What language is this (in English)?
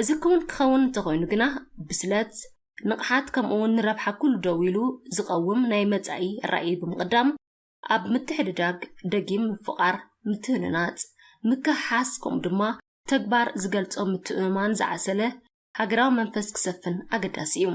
Tigrinya